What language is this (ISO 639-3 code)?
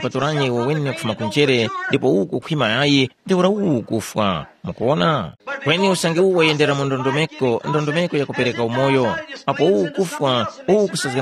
tum